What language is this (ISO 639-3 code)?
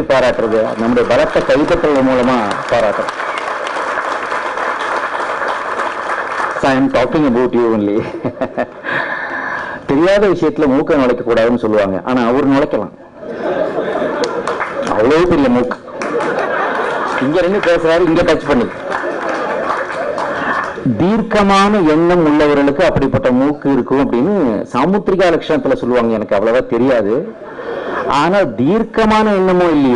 tam